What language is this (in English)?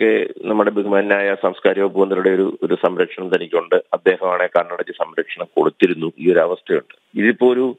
Malayalam